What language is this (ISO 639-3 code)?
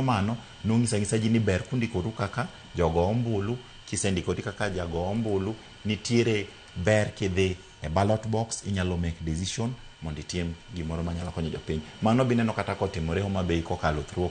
luo